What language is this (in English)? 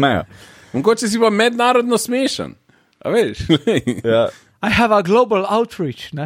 Slovenian